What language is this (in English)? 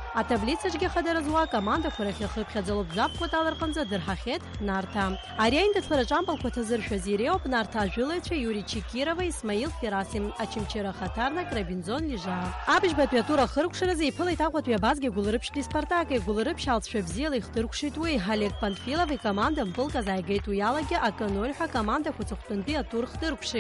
Abkhazian